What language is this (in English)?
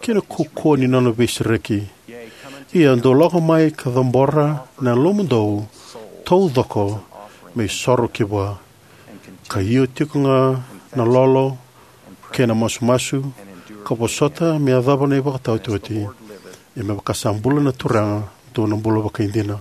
Fijian